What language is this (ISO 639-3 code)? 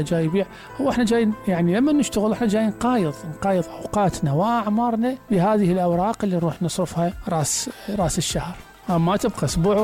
acm